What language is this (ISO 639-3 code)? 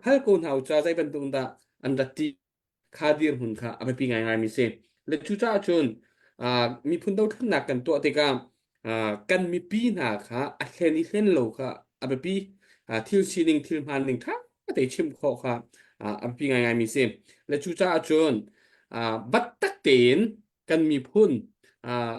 cnh